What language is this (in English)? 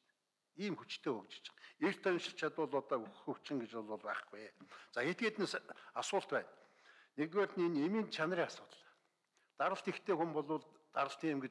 Mongolian